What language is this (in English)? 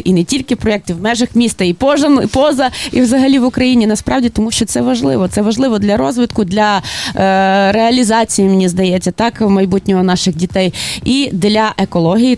Ukrainian